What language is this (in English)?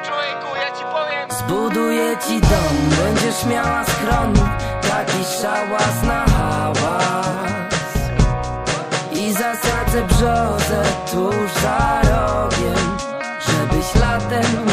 Polish